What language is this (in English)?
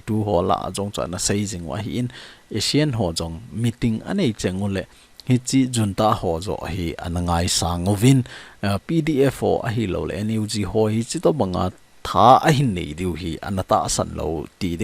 Thado Chin